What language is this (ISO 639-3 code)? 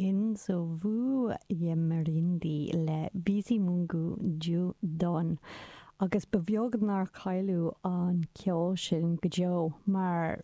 gle